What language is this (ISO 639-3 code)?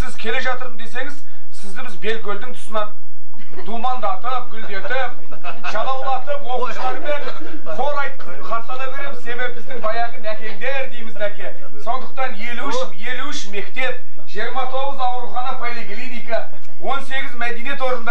kaz